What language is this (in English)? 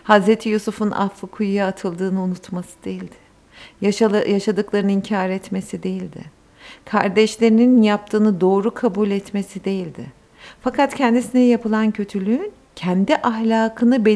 Turkish